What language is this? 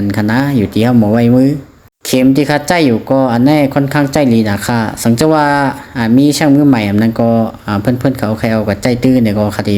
Shan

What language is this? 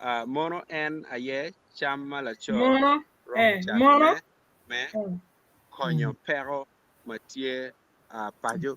Acoli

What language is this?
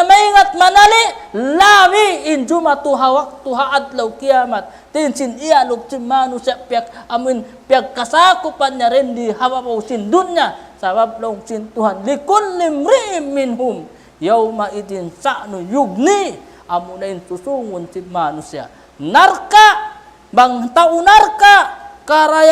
Tausug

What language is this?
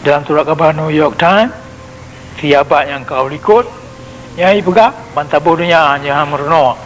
Achinese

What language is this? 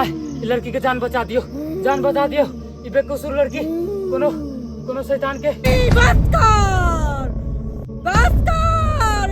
Maithili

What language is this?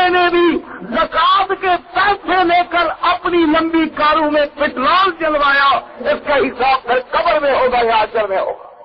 Urdu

